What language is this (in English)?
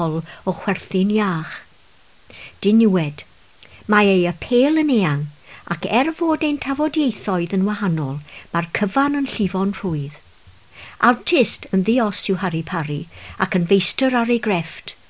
Welsh